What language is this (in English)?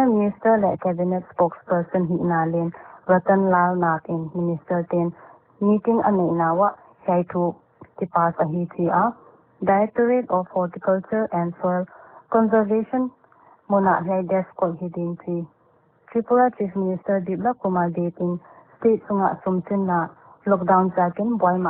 Paite Chin